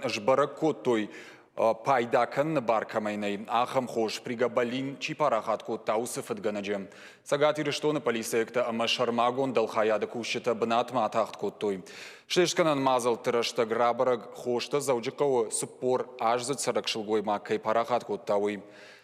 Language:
Ossetic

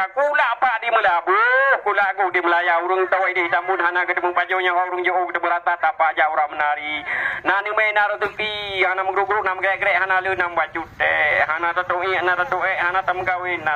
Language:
Achinese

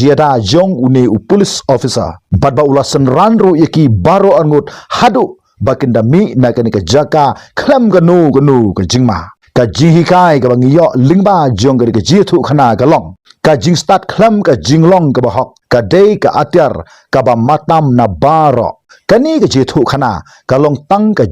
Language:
Khasi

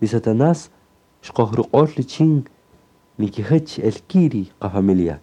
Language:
Kaqchikel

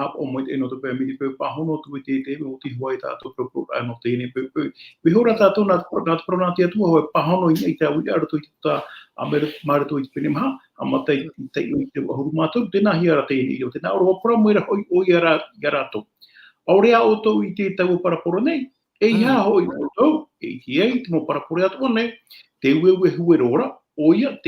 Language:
Tahitian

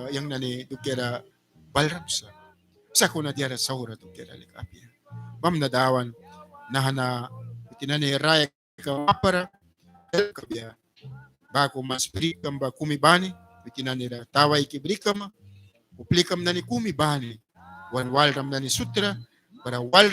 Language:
Mískito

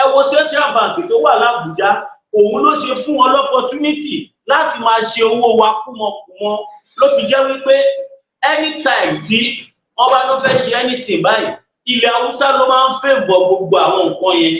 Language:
Yoruba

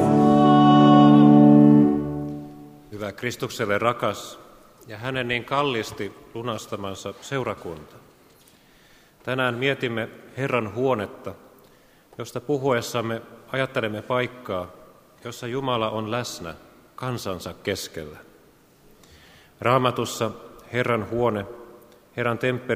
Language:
Finnish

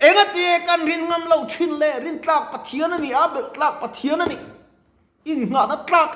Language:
Mizo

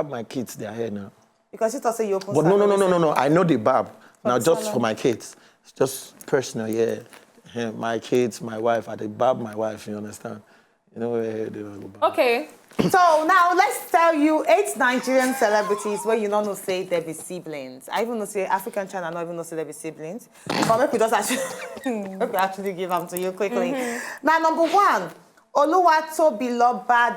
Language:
Nigerian Pidgin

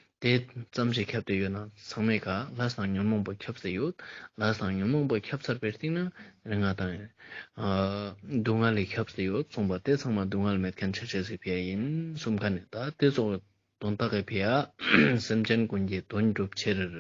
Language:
Ladakhi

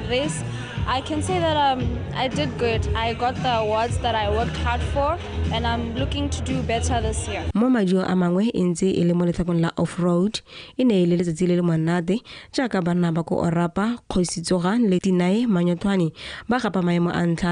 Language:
Tswana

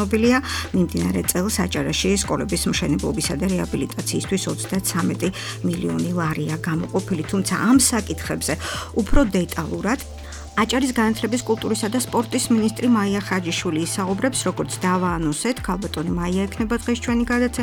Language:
Georgian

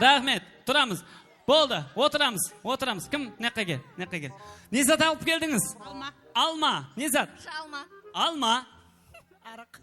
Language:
Kara-Kalpak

